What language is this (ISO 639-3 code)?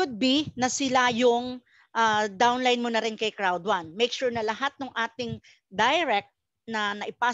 fil